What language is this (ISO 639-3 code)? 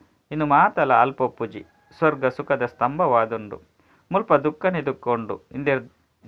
tcy